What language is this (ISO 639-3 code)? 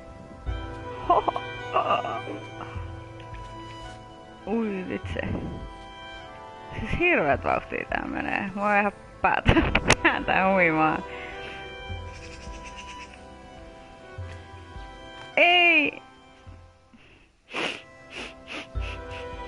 fin